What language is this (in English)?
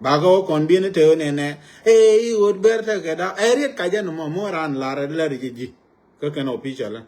Nuer